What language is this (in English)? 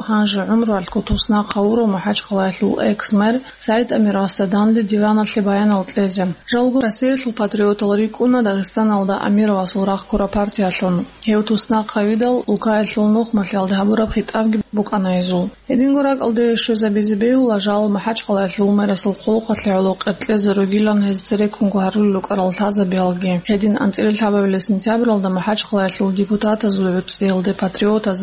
Avaric